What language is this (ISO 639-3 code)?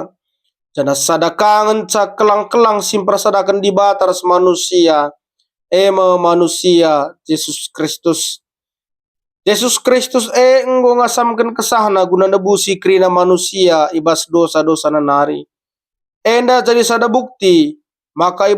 btx